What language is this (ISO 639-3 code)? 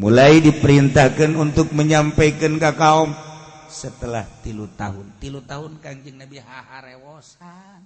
sun